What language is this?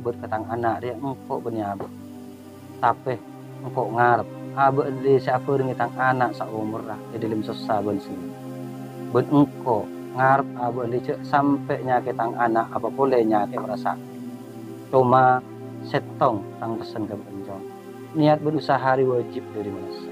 Madurese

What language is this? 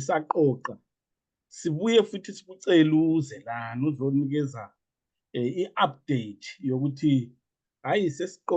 Zulu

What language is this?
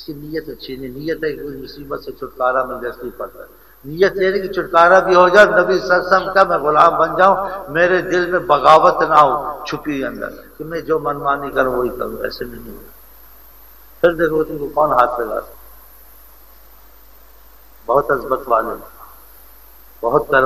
Urdu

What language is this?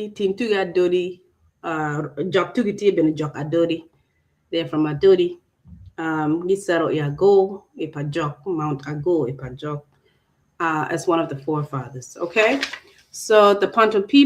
Acoli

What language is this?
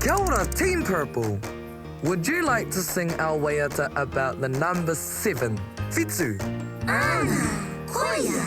Māori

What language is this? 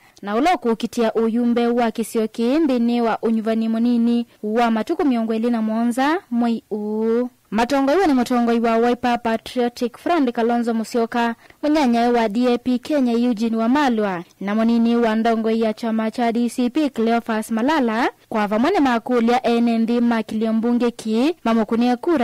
Kamba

